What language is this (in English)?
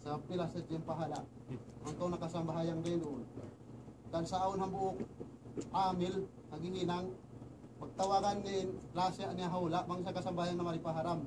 Tausug